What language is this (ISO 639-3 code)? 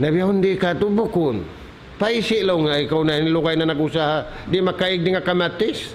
tsg